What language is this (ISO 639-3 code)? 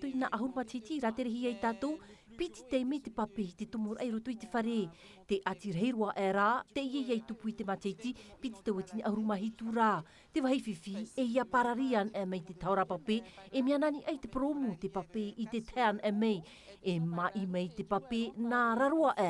tah